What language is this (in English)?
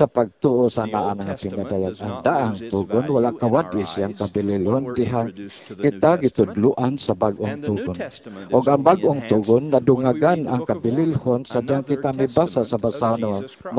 Cebuano